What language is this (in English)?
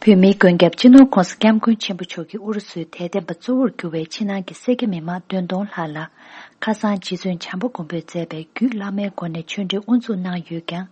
Tibetan